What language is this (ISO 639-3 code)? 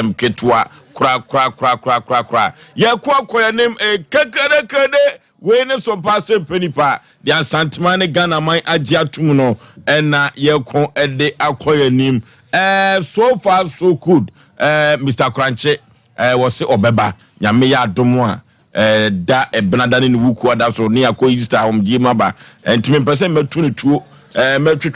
aka